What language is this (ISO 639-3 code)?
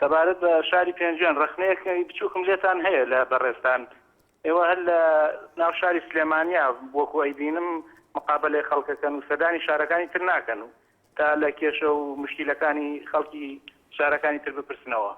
ckb